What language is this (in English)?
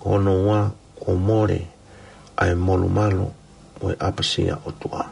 Tongan